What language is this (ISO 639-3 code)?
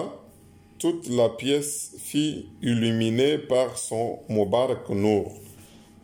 fra